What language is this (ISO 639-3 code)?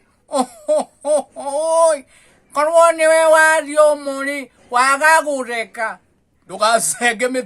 kik